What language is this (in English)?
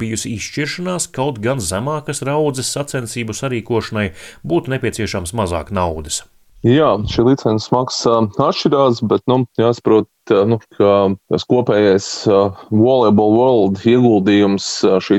Latvian